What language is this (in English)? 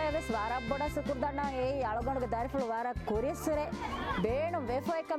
Divehi